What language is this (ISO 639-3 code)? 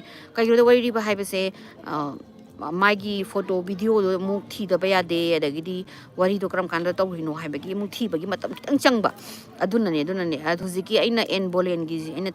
mni